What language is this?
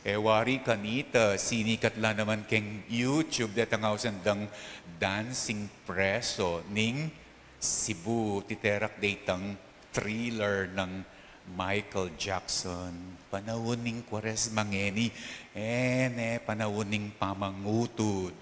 Pampanga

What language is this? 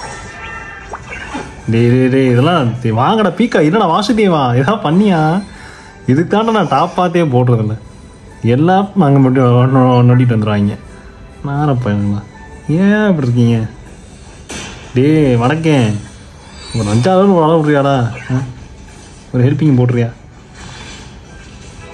Tamil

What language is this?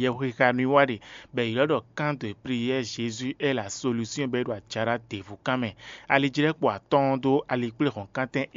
Fon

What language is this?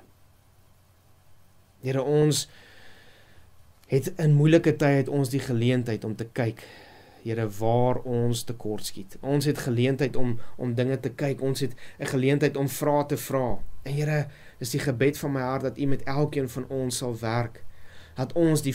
Afrikaans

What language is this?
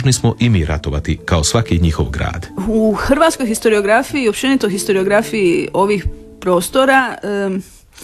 Croatian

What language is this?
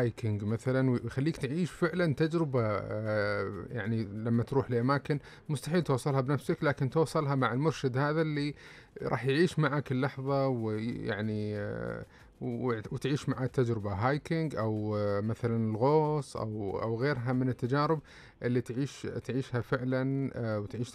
Najdi Arabic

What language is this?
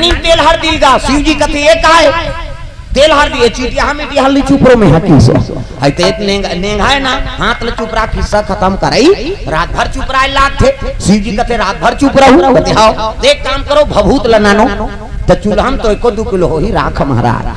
Chhattisgarhi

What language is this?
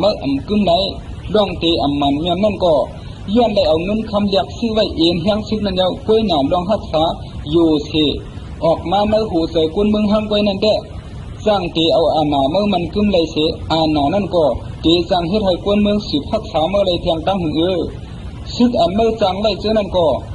Shan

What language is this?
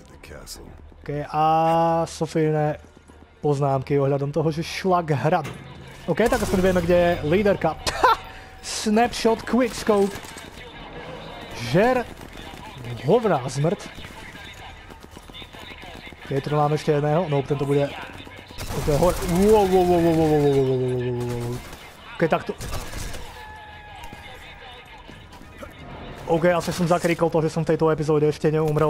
Slovak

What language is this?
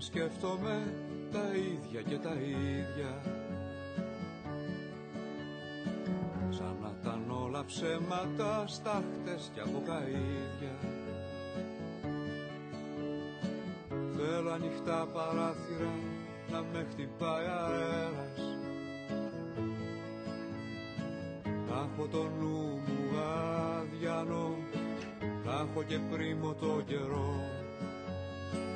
Greek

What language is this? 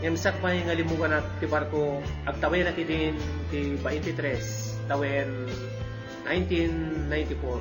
Iloko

